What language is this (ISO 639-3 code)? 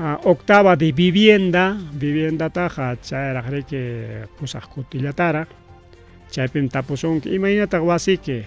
quy